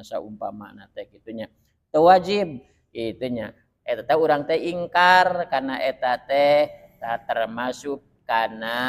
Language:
Sundanese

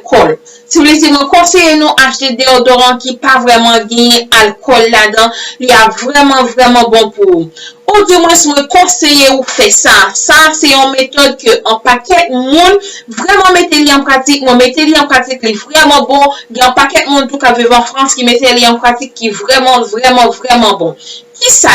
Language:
Haitian Creole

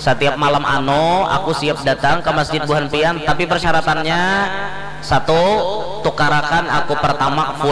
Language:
Banjar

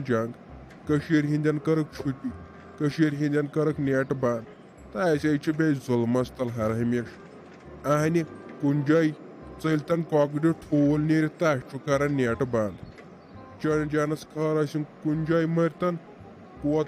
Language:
Kashmiri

